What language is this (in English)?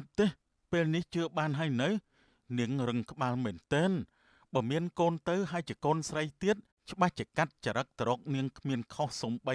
Khmer